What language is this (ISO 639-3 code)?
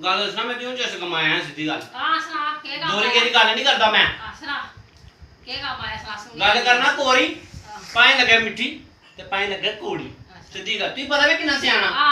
doi